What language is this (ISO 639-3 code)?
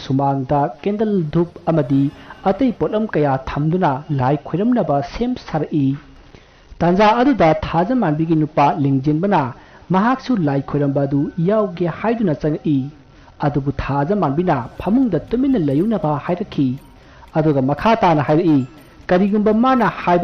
mni